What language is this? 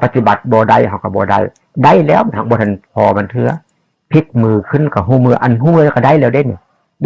Northeastern Thai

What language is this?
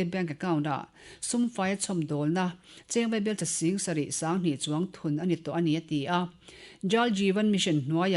Mizo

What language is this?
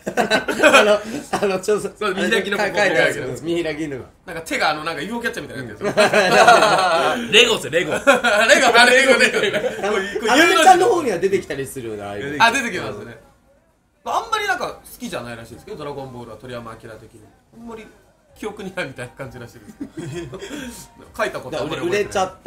Japanese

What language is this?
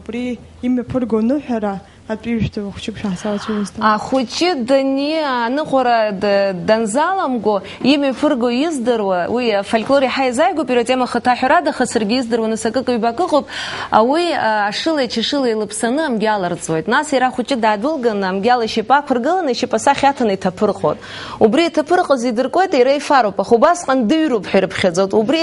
Abkhazian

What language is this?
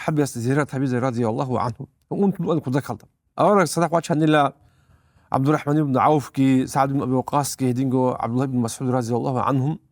Avaric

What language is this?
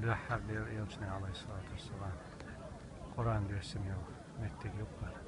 Chechen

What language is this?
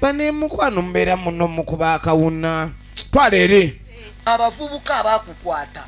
Ganda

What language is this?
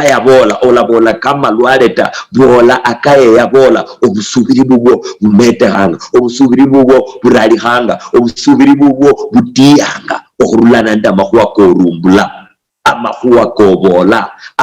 Luyia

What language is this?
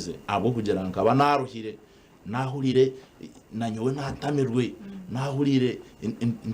Nyankole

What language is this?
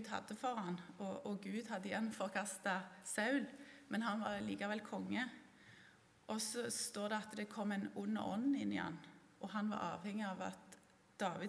Norwegian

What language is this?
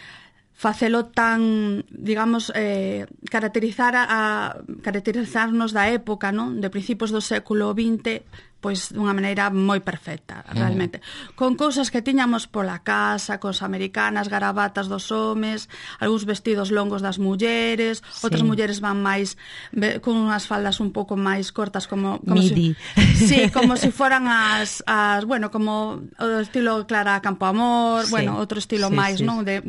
Galician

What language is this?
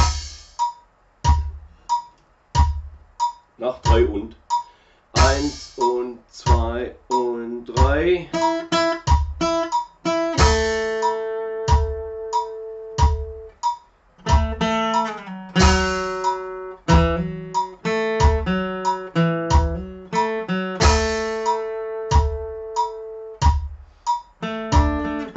German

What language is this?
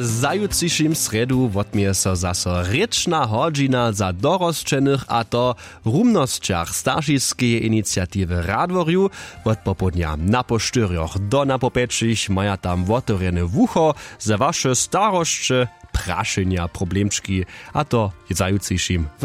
Upper Sorbian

